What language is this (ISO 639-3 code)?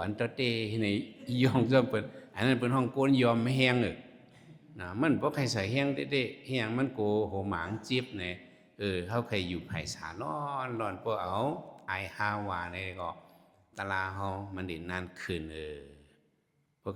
shn